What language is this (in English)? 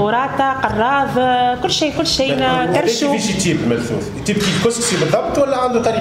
Tunisian Arabic